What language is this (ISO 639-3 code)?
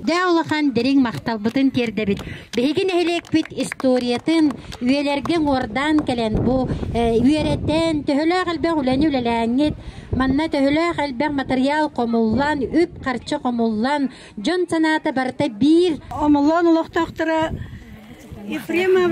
sah